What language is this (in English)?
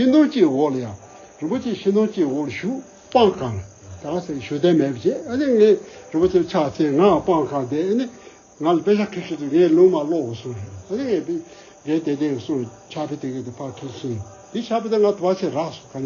Tibetan